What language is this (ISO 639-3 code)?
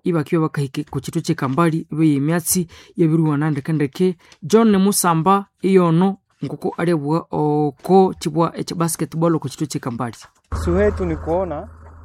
nnb